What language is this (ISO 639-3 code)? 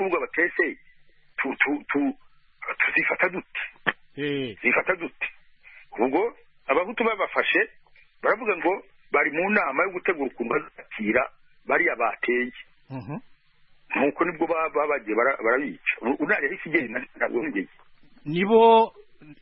kin